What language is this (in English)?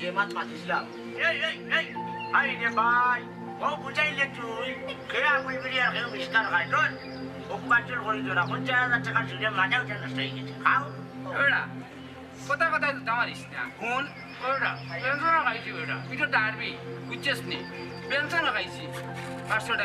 Sylheti